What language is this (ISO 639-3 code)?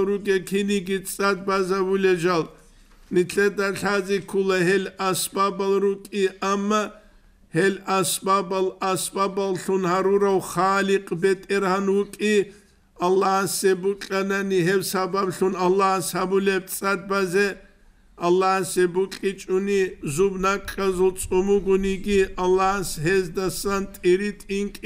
ava